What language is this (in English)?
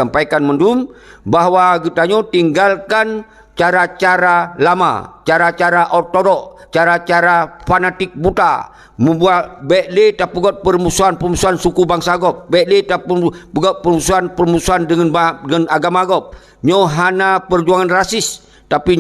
Achinese